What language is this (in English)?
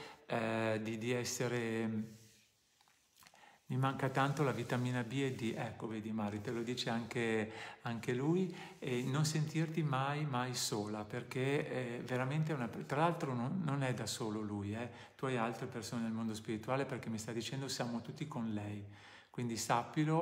Italian